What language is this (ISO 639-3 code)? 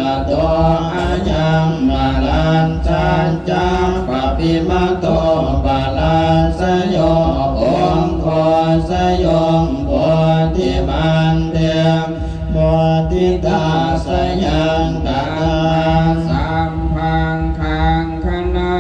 pli